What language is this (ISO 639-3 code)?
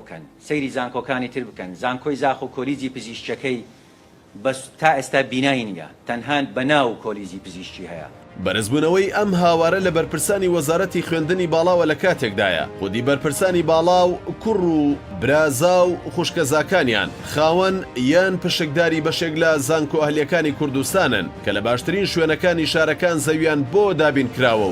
ckb